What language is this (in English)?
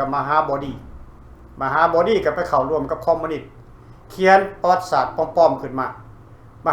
Lao